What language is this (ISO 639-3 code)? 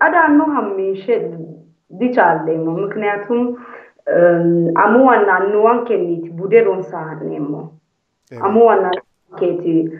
sid